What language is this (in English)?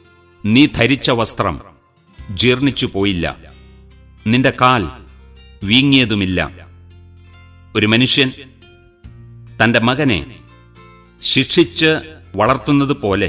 Malayalam